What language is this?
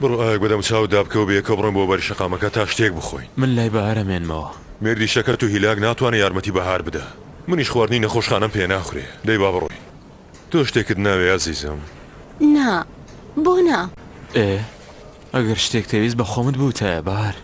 Central Kurdish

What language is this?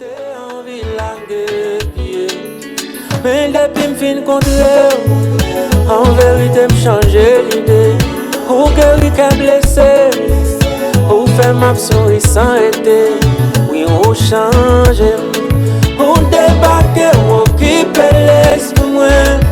Haitian Creole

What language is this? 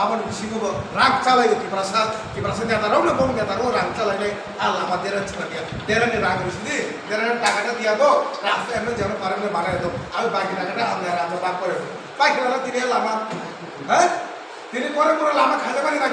Kok Borok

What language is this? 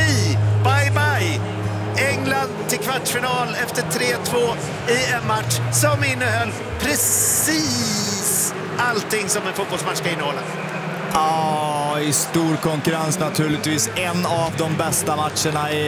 Swedish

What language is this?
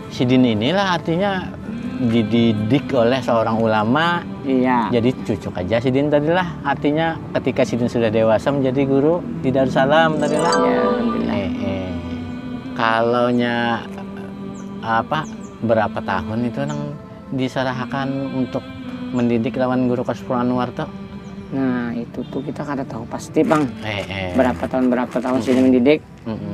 Banjar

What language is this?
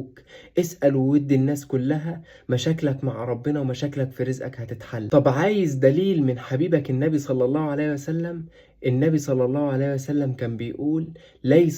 Egyptian Arabic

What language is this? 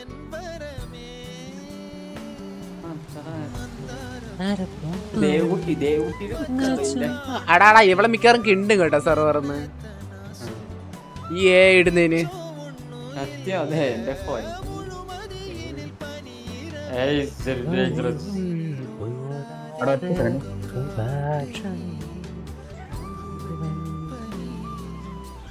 Malayalam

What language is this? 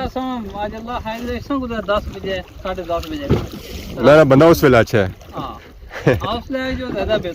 Pahari-Potwari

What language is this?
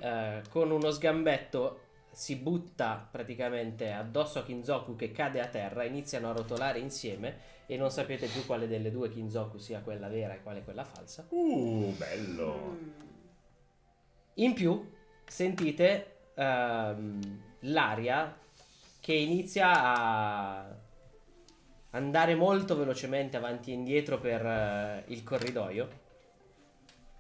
Italian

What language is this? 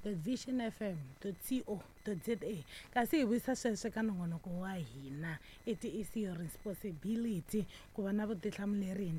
Tsonga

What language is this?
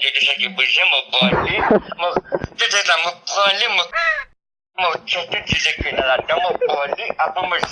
Morisyen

